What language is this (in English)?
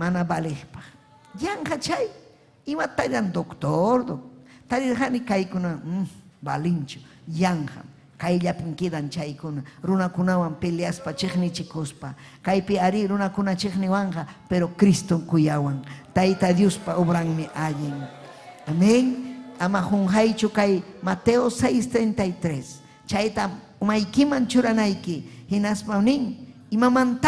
Ayacucho Quechua